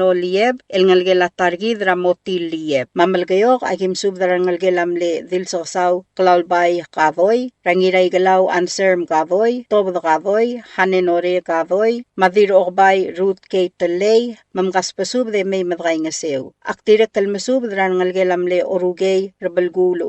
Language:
Palauan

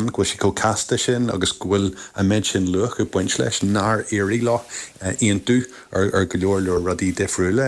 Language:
Irish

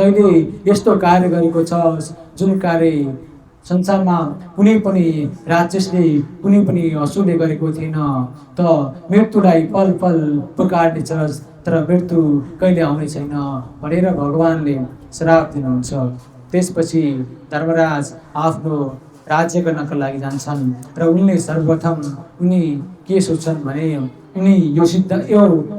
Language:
Nepali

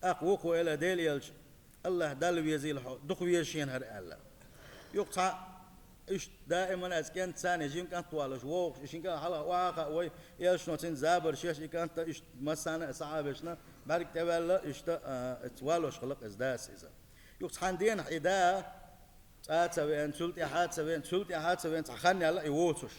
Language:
Chechen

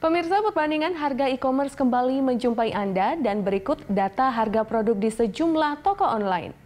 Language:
Indonesian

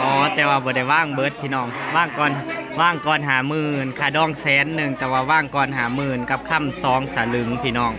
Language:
Northeastern Thai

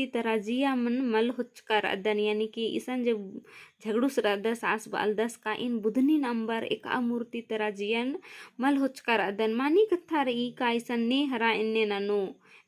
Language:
Kurukh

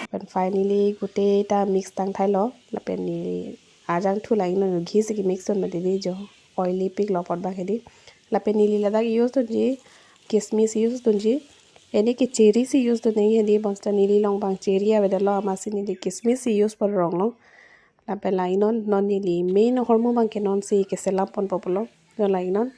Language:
Karbi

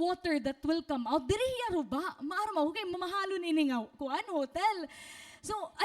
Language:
Waray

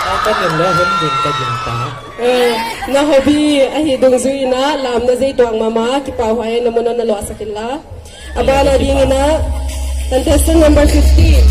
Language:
Paite Chin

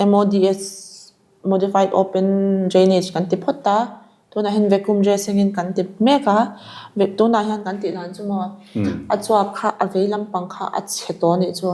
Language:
Mizo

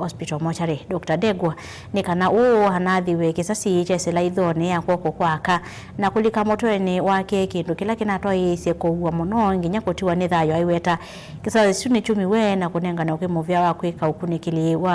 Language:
Kamba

